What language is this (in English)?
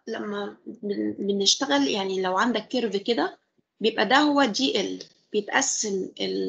Egyptian Arabic